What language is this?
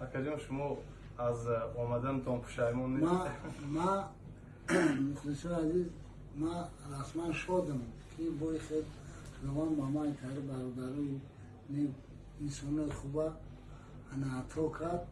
Tajik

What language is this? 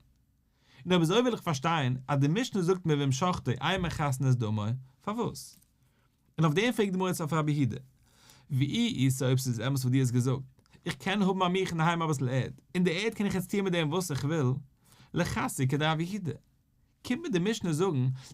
Yiddish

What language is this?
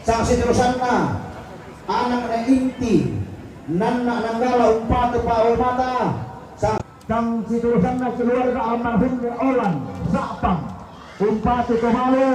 Toraja-Sa'dan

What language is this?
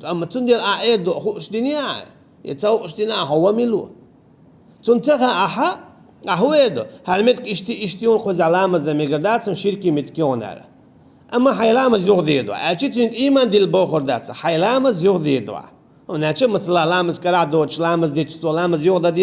Chechen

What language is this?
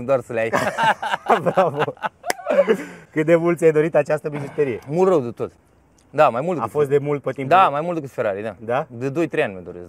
Romanian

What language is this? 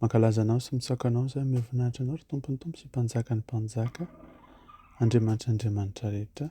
Malagasy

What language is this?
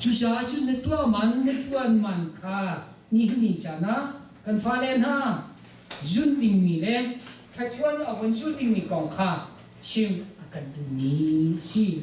Hakha Chin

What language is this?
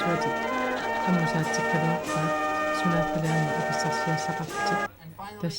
Kalaallisut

